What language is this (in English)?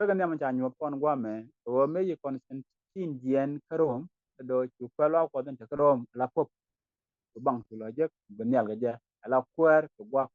Nuer